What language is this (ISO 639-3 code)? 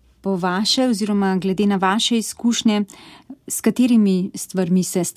slv